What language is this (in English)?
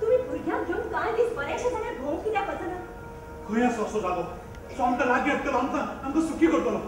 Konkani